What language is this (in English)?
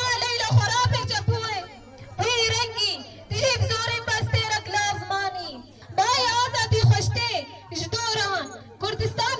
Kurdish